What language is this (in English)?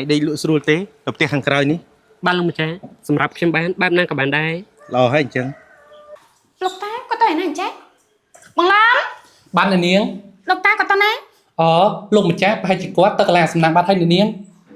Khmer